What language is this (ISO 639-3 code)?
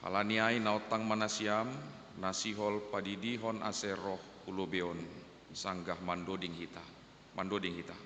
bts